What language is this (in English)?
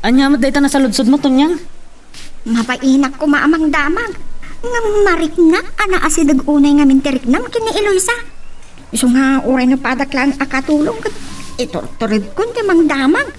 Iloko